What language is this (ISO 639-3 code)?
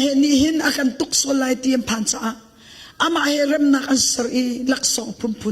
cnh